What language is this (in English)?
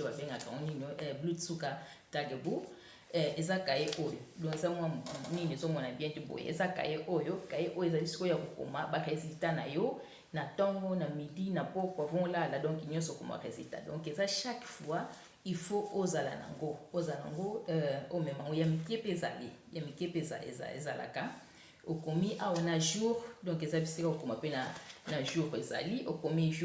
Lingala